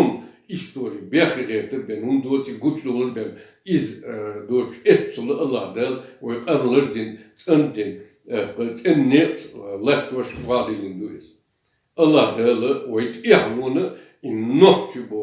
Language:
Chechen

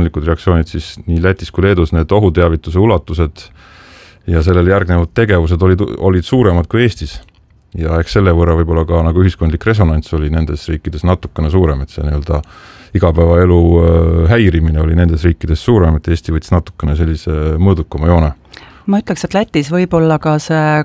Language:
Estonian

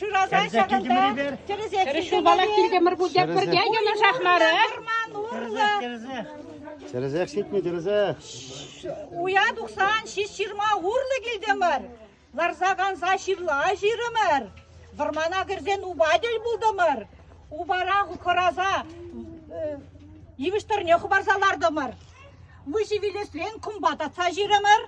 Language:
Chuvash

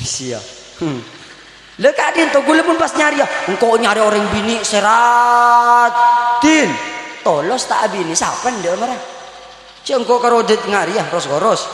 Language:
Madurese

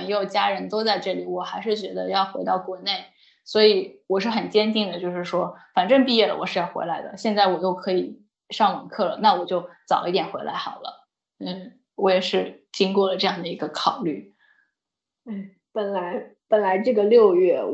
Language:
Chinese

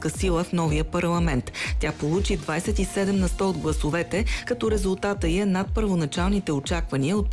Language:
Bulgarian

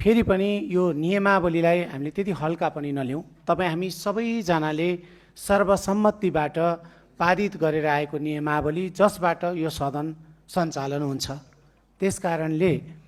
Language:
Nepali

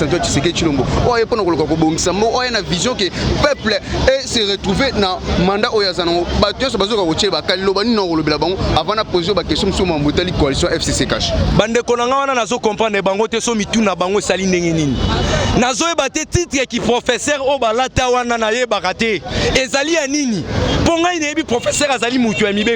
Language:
Lingala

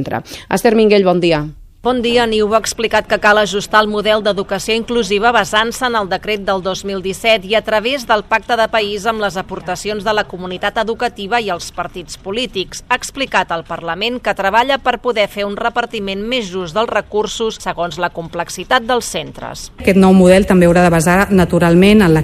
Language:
Catalan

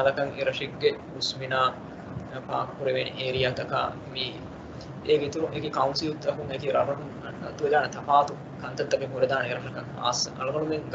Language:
Divehi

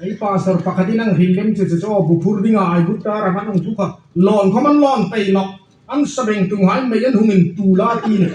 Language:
Hmar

